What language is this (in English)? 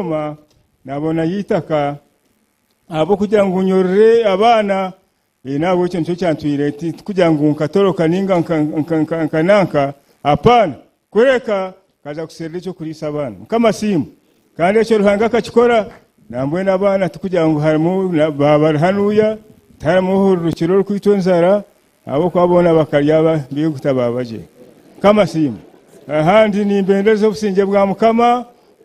Nyankole